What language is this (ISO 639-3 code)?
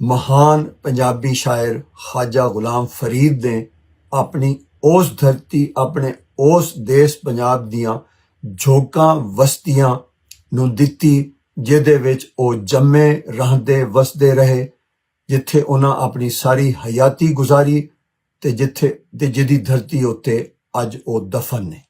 lah